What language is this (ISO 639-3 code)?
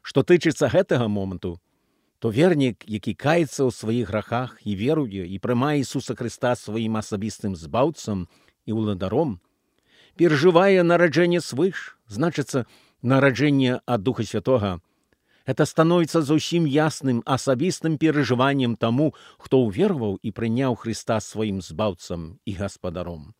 bel